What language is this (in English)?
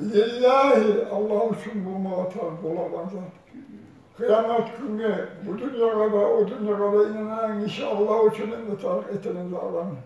Kumyk